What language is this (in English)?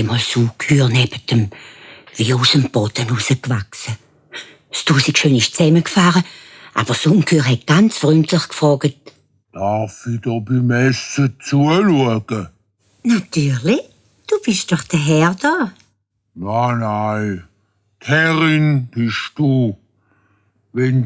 Swiss German